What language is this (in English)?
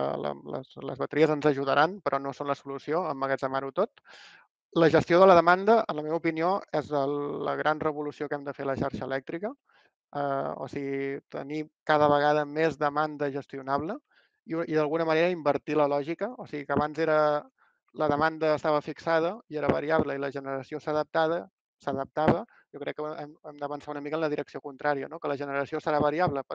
Catalan